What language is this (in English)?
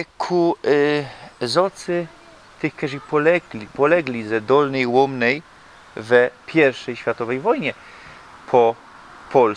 Silesian